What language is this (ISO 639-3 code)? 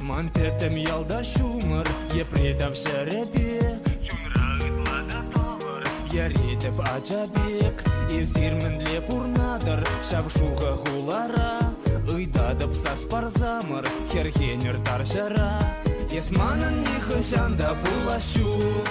chv